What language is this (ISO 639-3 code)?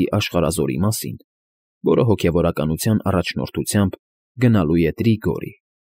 hye